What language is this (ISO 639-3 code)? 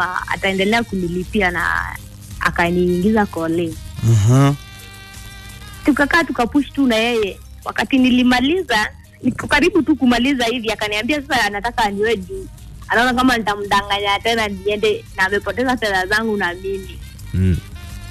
swa